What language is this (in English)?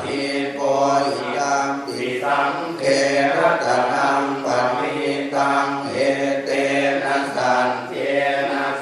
Pali